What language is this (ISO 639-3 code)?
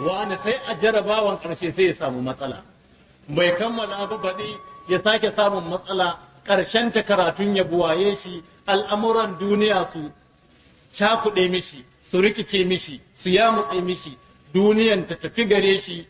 hau